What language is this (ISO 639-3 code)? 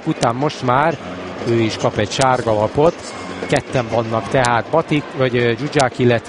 hun